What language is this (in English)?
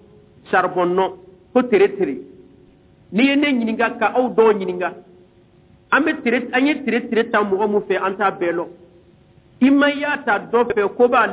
Bambara